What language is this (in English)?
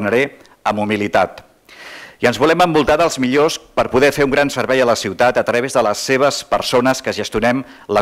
Catalan